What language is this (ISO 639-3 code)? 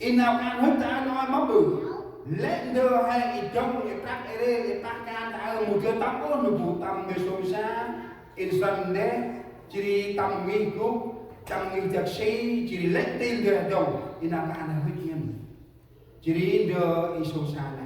cmo